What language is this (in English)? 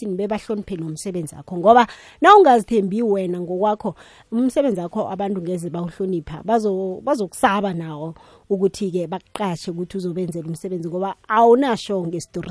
South Ndebele